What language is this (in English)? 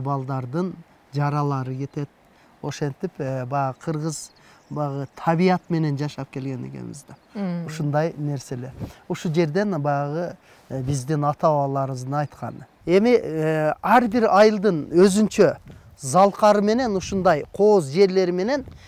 Kyrgyz